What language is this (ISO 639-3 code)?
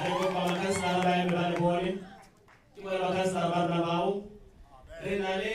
tsn